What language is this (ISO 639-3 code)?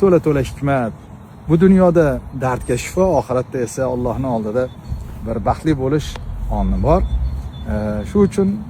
uzb